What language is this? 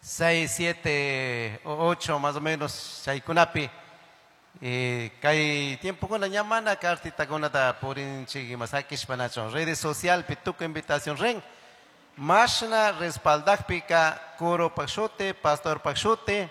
Chimborazo Highland Quichua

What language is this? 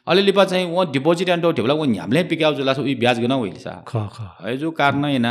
Newari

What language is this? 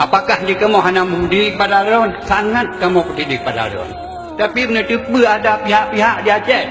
Achinese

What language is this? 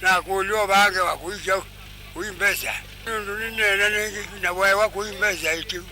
Kamba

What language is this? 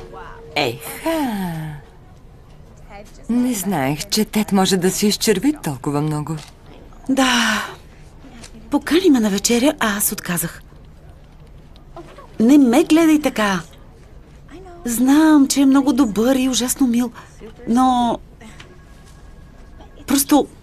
Bulgarian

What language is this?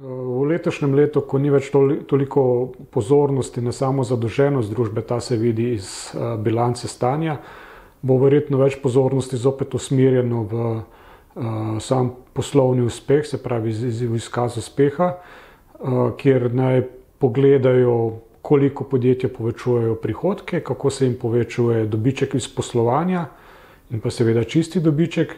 Slovenian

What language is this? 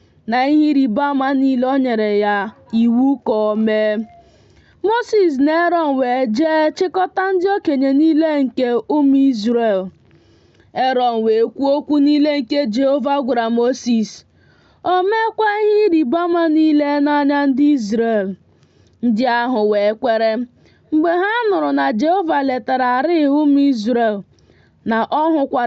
Igbo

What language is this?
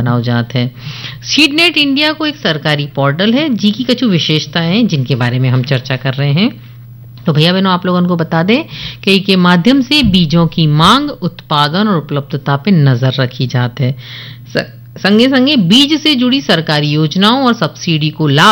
Bhojpuri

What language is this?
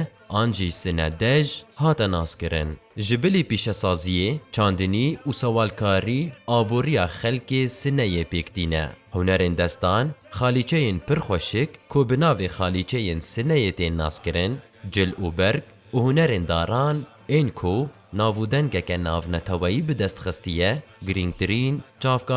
Kurdish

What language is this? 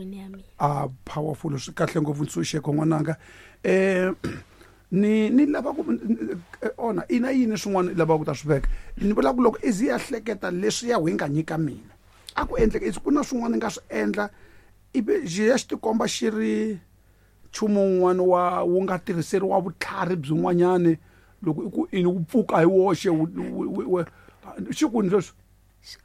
Tsonga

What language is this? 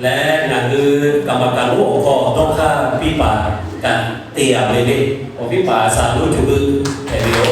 Lahu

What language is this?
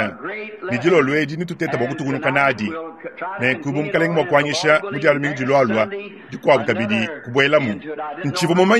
Luba-Lulua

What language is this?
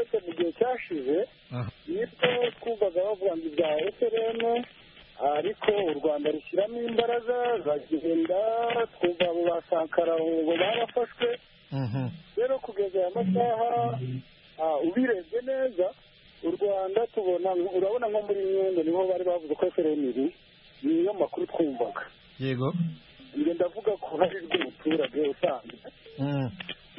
Kinyarwanda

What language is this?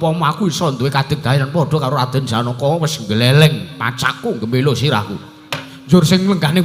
Javanese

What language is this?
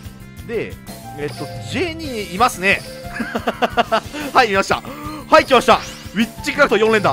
Japanese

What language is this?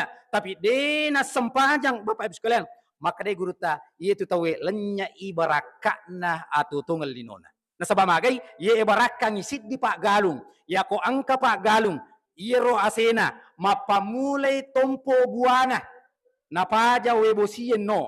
Buginese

